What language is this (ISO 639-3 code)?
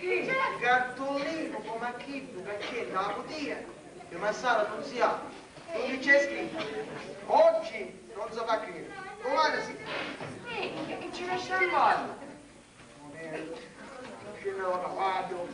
scn